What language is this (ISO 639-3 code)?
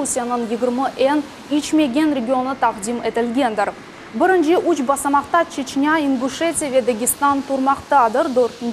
crh